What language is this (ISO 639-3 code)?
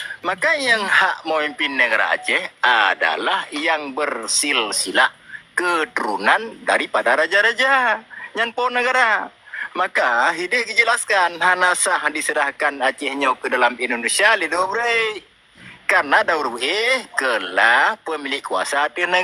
ace